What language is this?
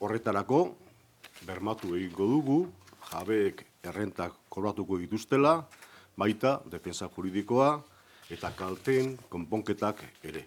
Basque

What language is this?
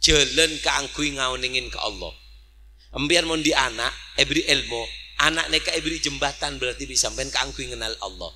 Madurese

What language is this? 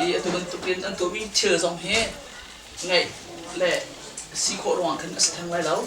Hakha Chin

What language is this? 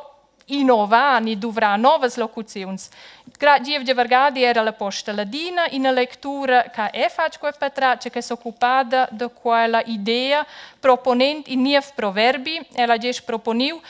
Romansh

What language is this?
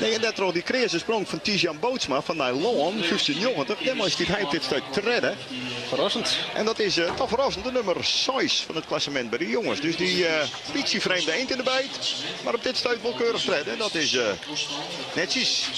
Western Frisian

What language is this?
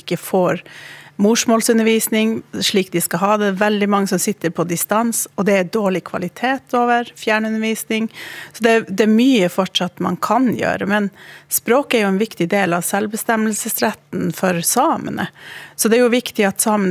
Swedish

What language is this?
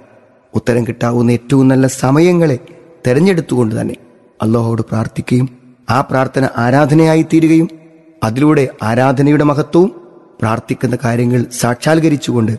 Malayalam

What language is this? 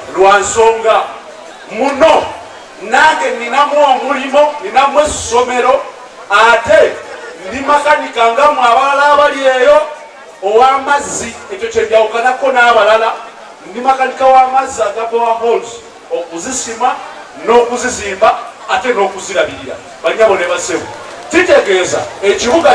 Ganda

